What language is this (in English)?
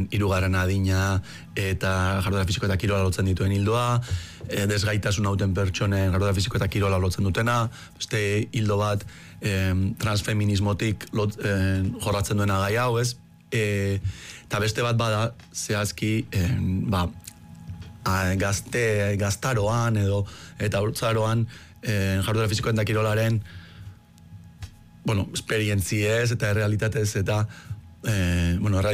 Basque